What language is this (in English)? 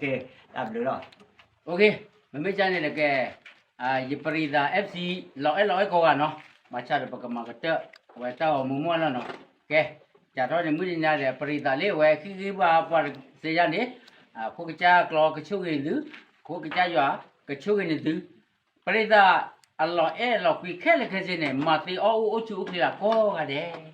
S'gaw Karen